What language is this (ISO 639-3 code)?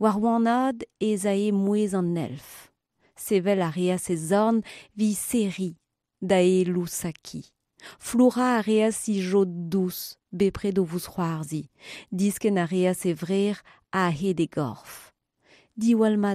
bre